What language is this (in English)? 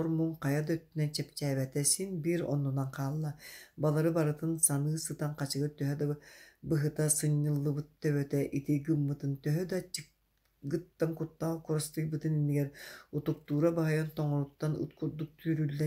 Yakut